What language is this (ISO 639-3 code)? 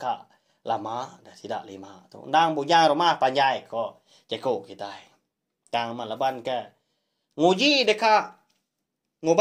iba